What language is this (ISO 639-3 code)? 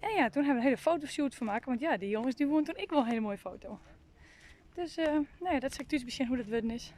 fry